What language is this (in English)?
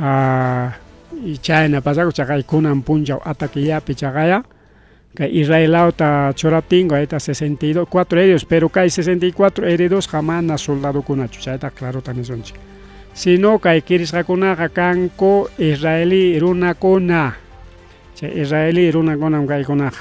Ayacucho Quechua